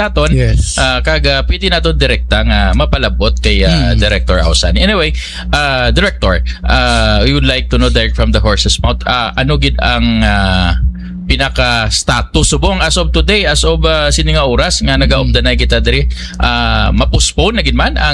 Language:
Hiligaynon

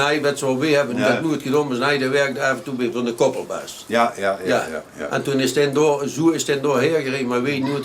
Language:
Limburgish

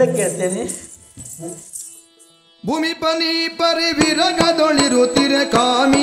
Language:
Kannada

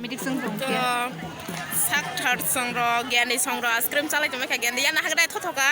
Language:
Kok Borok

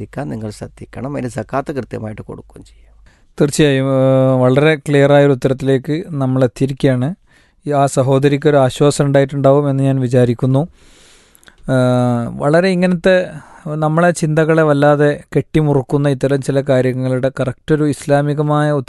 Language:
Malayalam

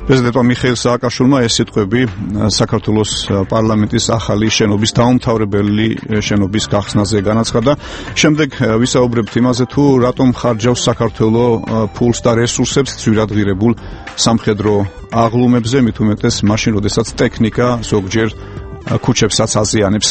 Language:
Georgian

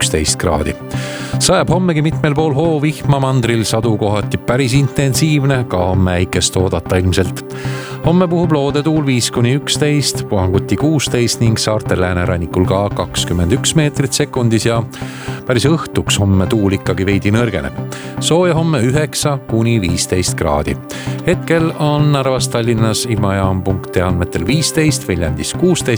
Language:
Estonian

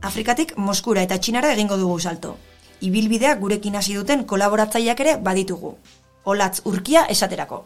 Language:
Basque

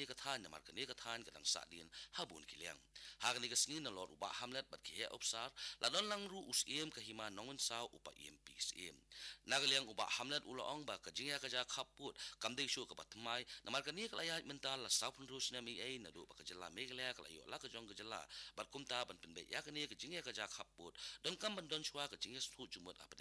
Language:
Khasi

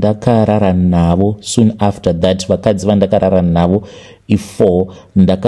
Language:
Shona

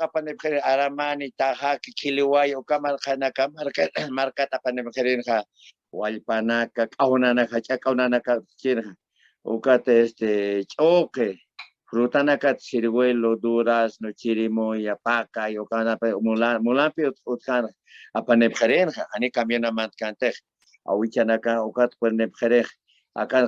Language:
Aymara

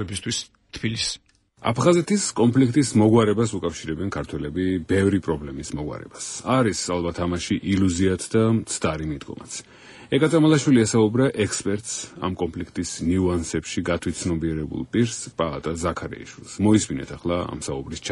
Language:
Georgian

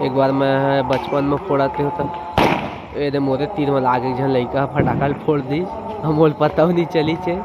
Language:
Chhattisgarhi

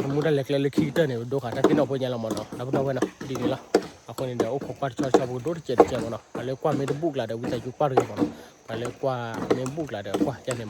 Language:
S'gaw Karen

